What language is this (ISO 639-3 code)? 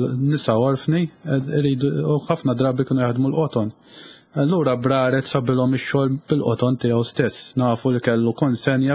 mlt